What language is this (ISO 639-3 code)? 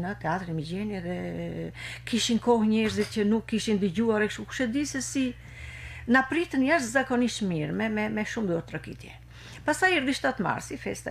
sqi